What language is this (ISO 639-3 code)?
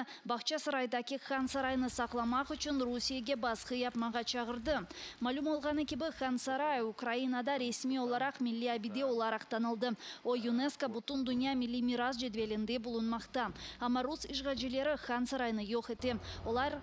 crh